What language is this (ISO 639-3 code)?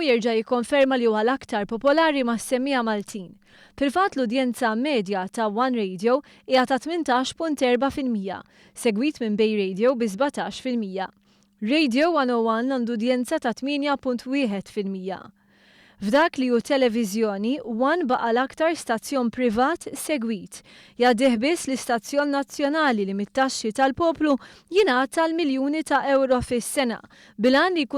mlt